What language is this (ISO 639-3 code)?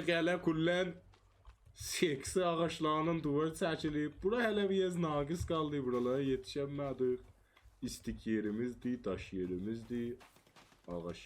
azb